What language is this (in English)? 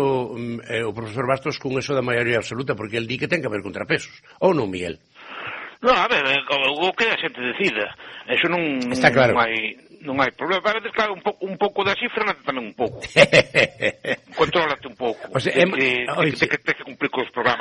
Galician